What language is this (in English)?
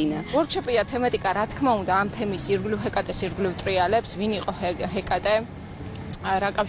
Georgian